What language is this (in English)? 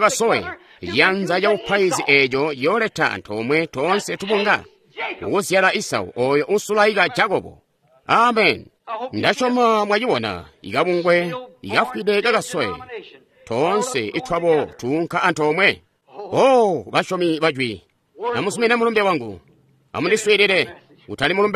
Tonga (Zambia)